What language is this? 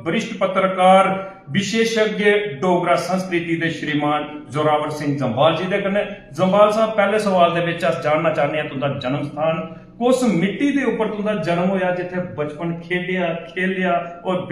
Dogri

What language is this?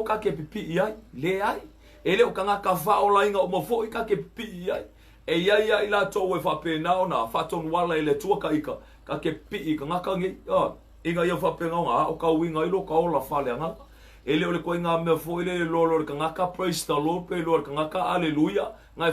Samoan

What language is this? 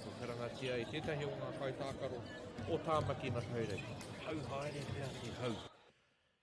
Māori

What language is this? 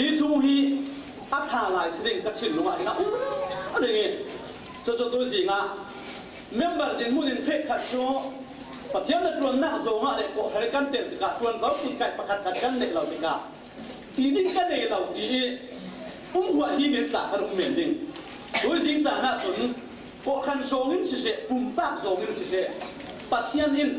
Falam Chin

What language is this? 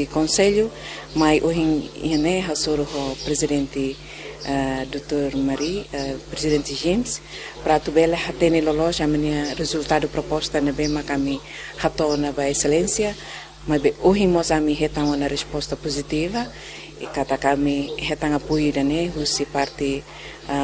Tetum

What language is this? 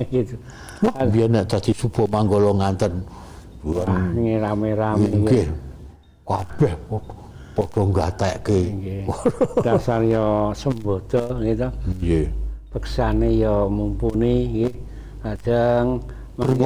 Javanese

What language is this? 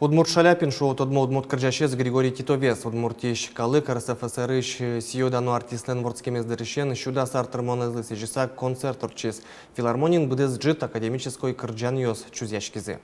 Udmurt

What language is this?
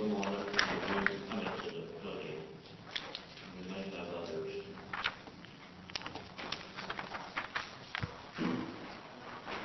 English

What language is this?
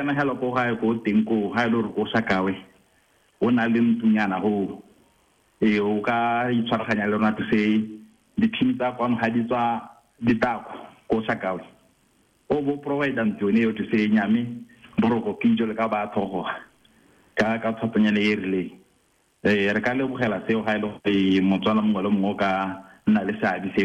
Tswana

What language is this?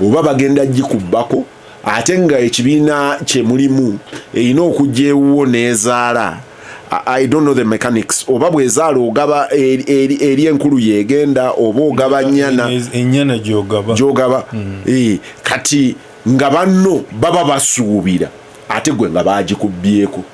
Ganda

